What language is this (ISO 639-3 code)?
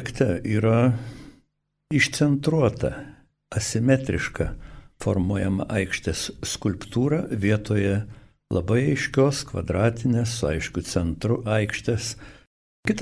lit